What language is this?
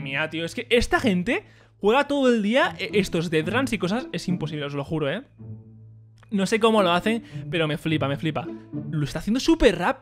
Spanish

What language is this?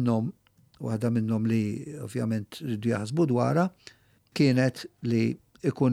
Maltese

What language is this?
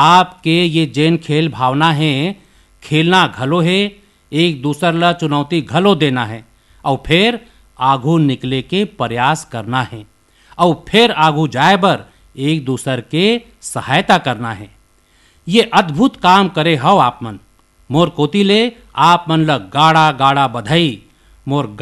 Chhattisgarhi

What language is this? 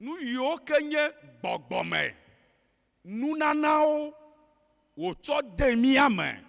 Ewe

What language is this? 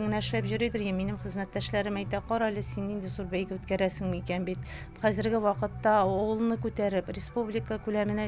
Tatar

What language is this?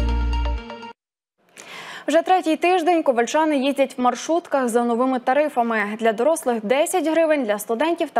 Ukrainian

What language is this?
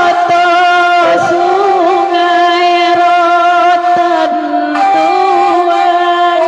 Minangkabau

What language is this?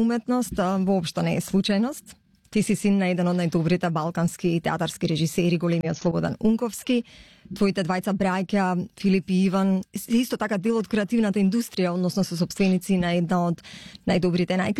Macedonian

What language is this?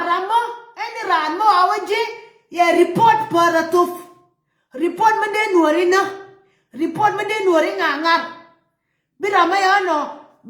Nuer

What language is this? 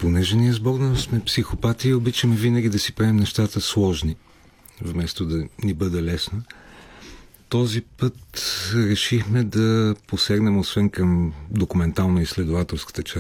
Bulgarian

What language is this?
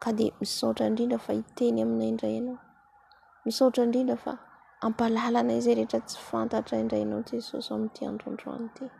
Malagasy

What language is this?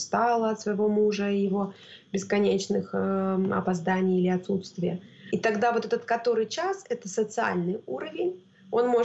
Russian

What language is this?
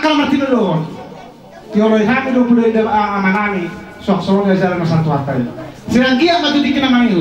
Batak Toba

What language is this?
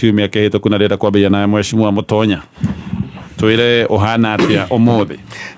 Kikuyu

